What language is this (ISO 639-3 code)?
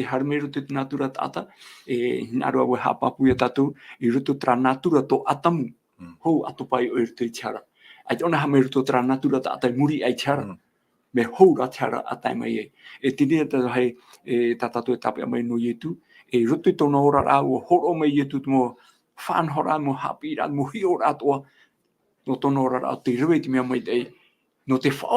tah